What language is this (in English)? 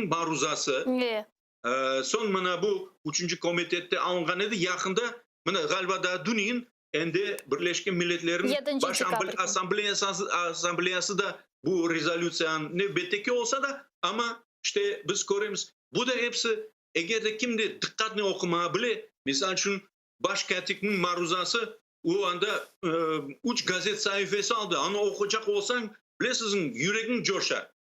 Crimean Tatar